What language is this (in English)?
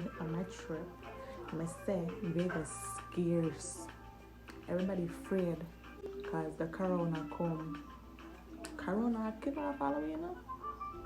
Jamaican Creole English